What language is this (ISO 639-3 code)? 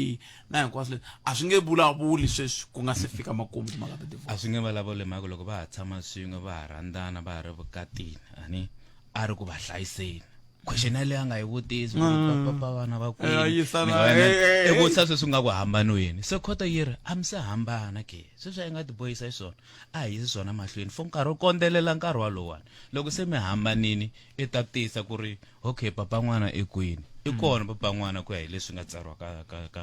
tso